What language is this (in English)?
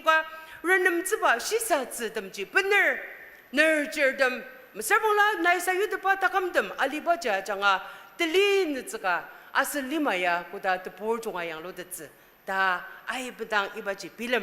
Ao Naga